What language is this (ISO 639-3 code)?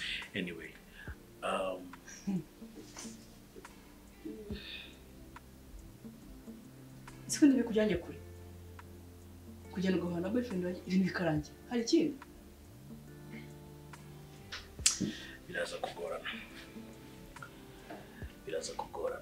kin